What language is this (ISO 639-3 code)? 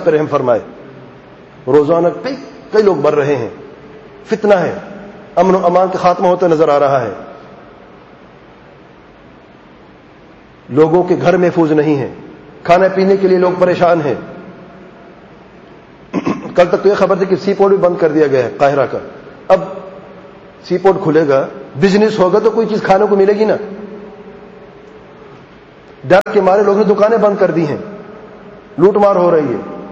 urd